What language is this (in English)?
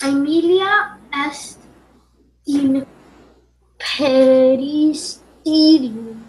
Latin